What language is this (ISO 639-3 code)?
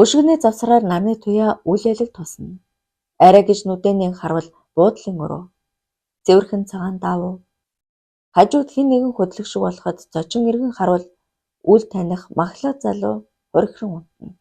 mon